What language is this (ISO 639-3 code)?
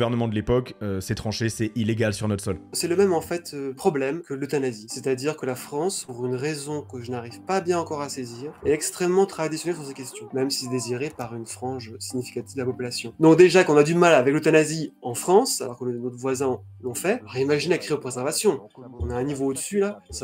fra